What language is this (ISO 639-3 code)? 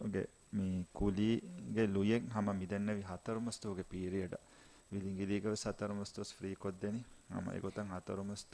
div